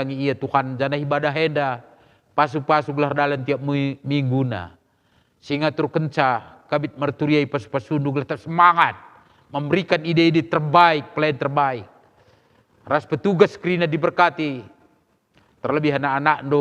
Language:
Batak Karo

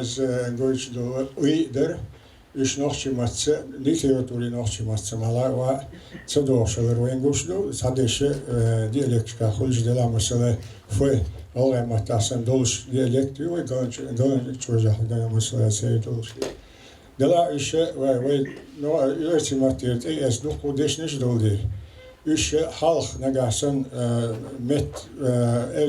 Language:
Chechen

